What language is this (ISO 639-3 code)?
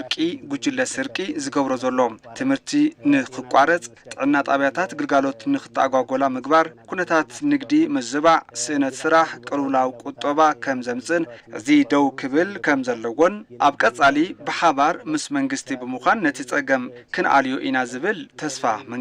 tir